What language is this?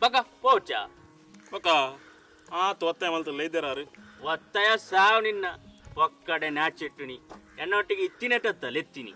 Tulu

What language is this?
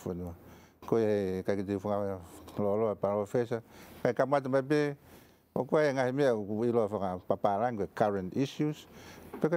Tongan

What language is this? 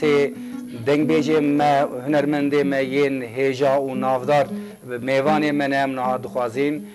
Kurdish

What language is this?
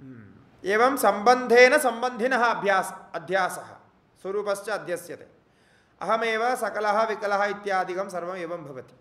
Sanskrit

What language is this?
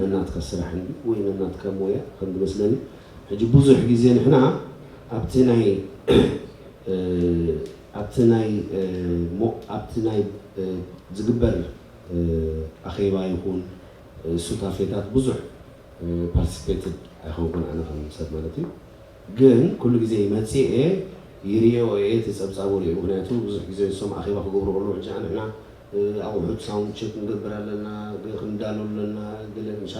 Tigrinya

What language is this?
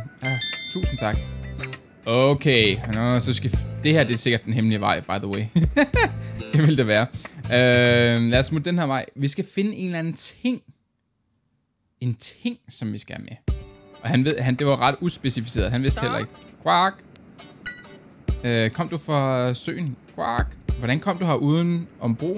Danish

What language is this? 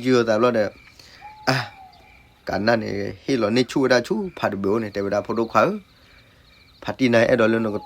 S'gaw Karen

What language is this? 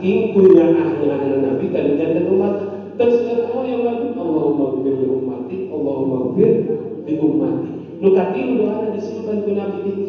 Sundanese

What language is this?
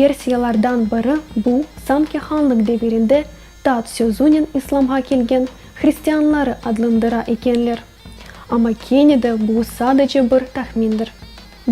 Crimean Tatar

